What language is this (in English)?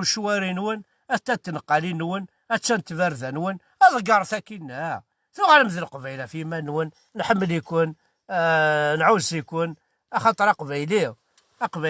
Kabyle